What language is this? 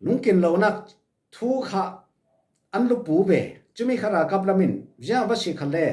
Falam Chin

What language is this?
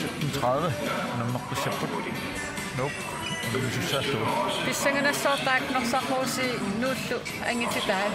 Kalaallisut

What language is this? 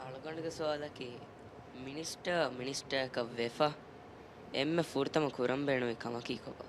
Divehi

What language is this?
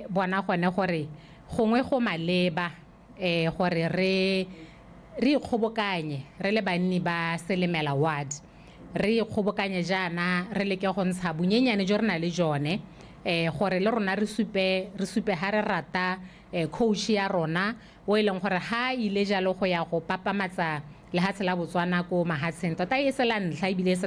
Tswana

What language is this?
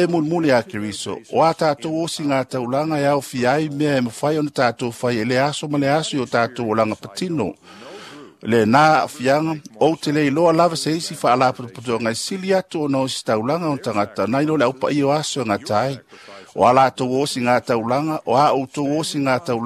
Samoan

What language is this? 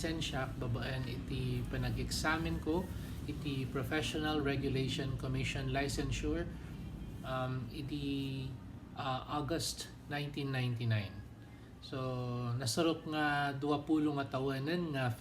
Iloko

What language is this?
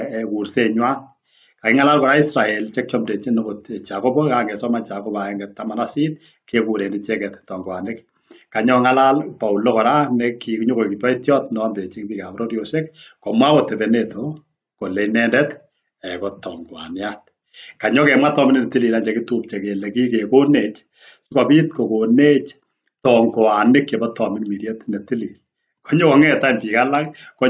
Kalenjin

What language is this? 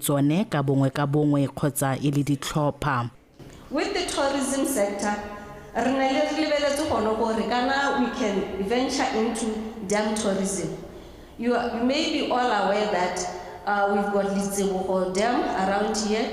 Tswana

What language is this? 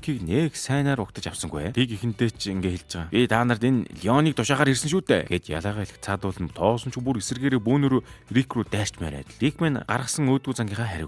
Mongolian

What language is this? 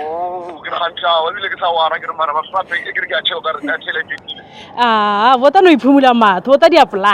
Northern Sotho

